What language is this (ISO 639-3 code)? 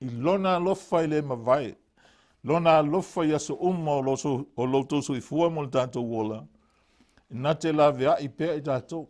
smo